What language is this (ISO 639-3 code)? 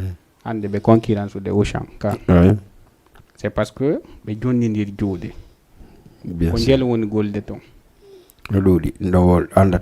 ful